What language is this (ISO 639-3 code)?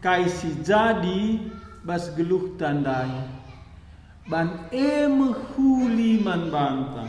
btx